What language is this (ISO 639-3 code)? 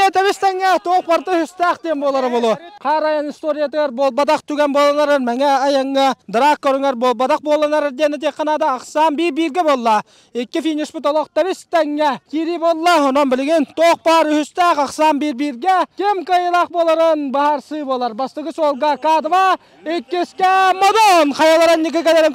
sah